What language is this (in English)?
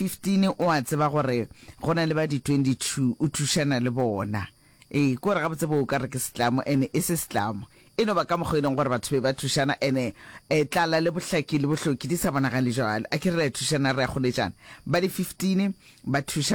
Northern Sotho